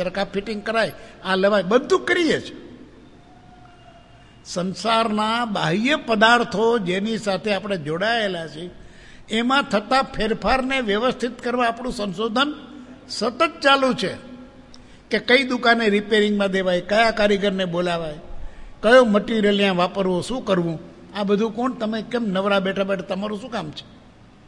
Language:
Gujarati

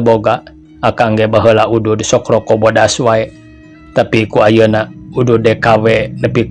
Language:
Sundanese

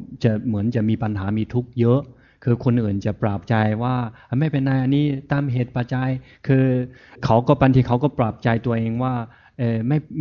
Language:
Thai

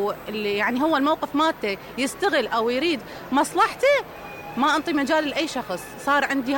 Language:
Mesopotamian Arabic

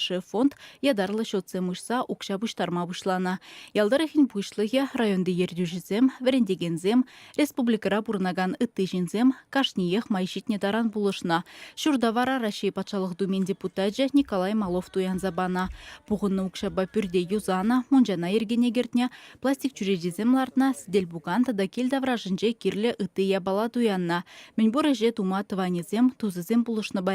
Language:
Chuvash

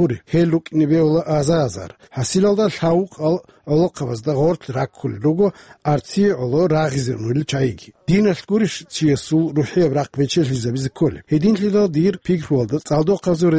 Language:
Avaric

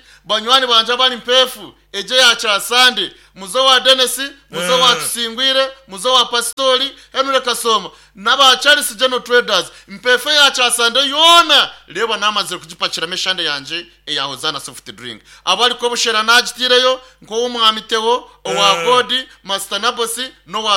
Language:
Nyankole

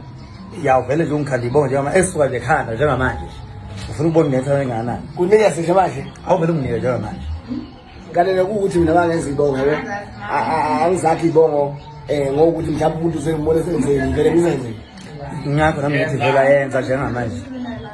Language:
Zulu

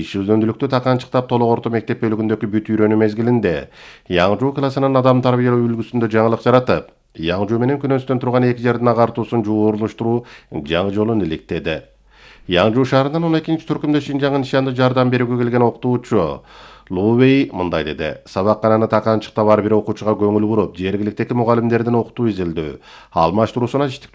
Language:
Kyrgyz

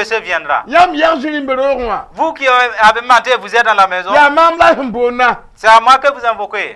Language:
Mossi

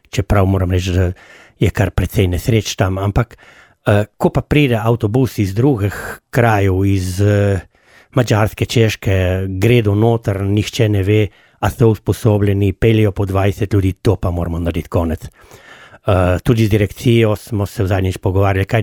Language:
Slovenian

